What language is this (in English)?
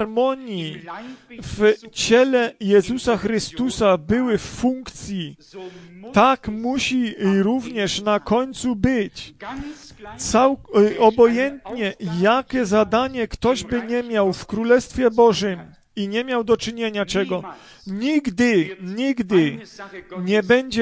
Polish